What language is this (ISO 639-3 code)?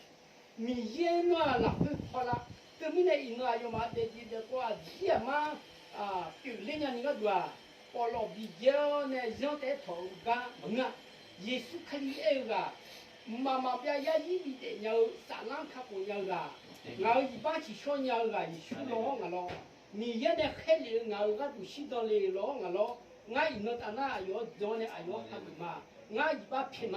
ahk